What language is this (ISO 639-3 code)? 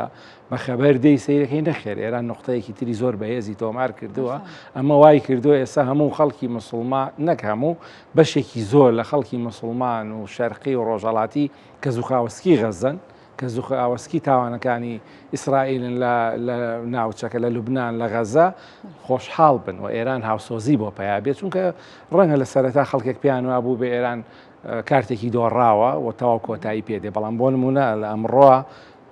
ckb